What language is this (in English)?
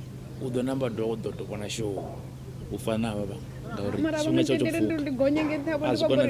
Venda